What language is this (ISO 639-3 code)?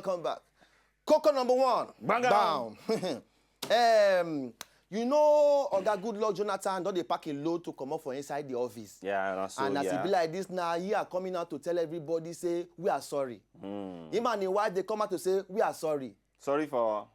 pcm